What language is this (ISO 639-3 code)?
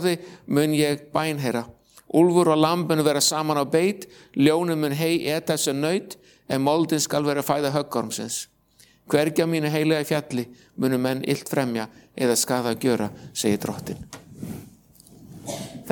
isl